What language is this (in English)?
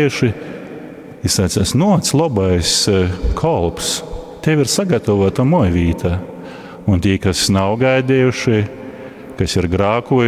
Latgalian